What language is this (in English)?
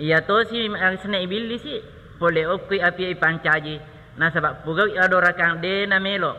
Buginese